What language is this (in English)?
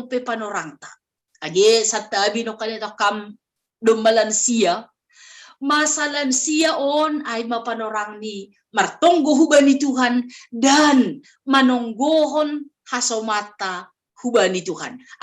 Batak Simalungun